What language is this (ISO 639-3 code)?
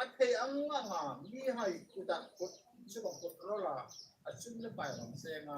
hmr